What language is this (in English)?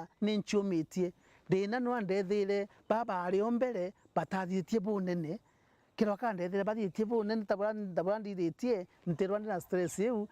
Meru